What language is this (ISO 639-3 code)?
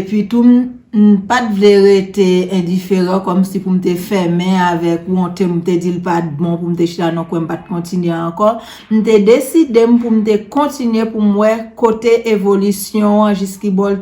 hat